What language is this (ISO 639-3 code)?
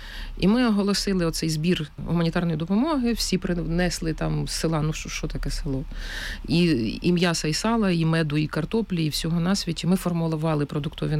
ukr